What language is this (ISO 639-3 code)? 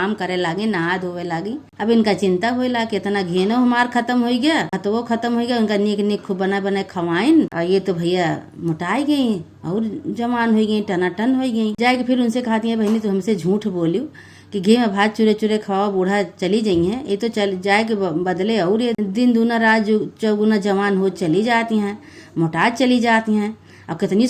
awa